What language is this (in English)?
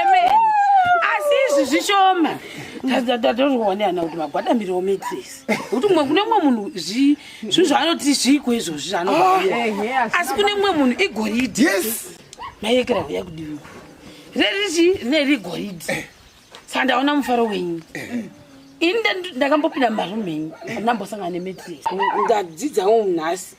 Shona